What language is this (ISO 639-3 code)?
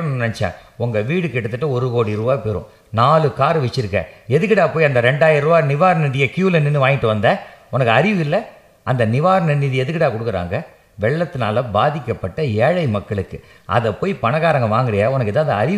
tam